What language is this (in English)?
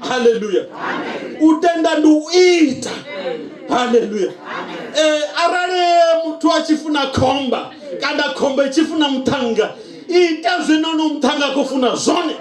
Venda